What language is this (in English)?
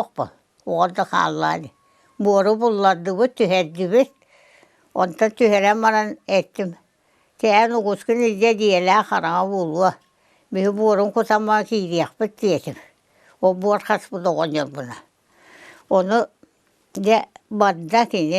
Yakut